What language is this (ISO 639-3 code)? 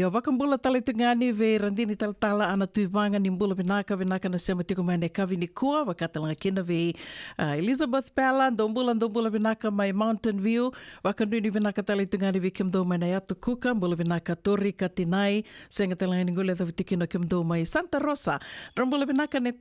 fij